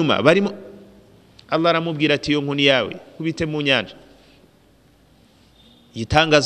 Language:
Kinyarwanda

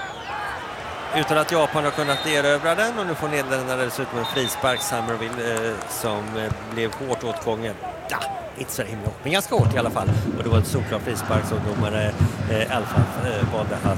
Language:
Swedish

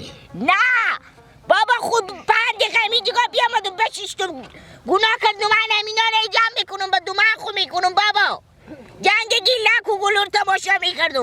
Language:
Hazaragi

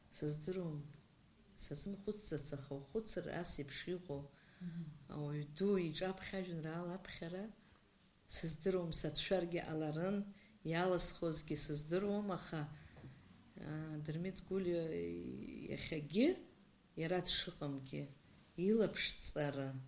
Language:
Abkhazian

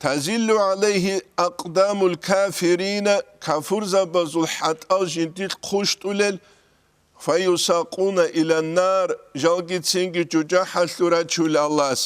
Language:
Avaric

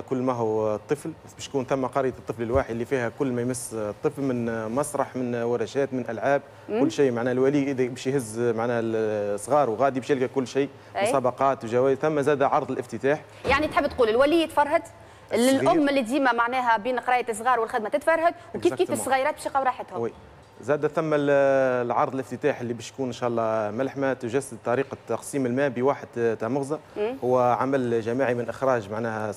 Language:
Tunisian Arabic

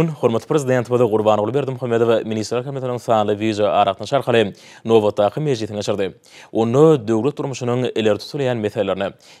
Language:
Turkmen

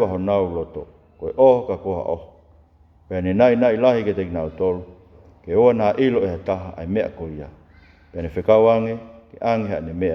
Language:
Tongan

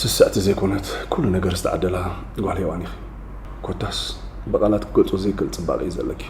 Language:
Tigrinya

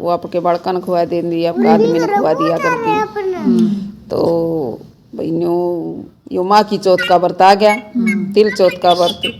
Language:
Haryanvi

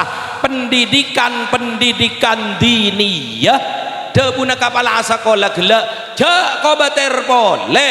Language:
Madurese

